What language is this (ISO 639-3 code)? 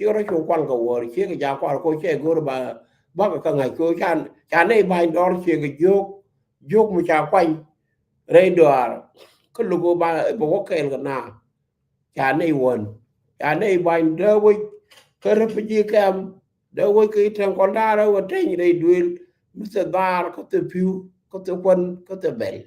nus